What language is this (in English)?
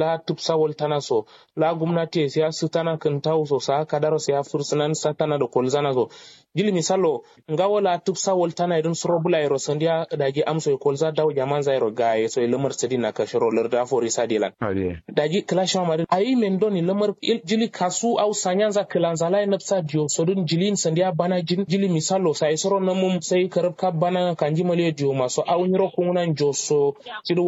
Kanuri